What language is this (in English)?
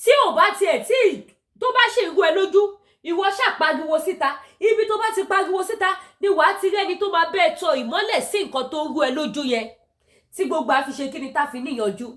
Yoruba